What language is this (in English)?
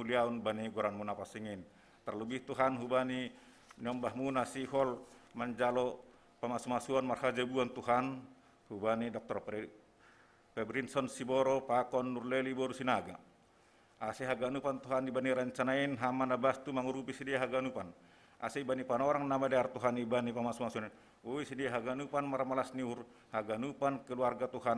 Batak Simalungun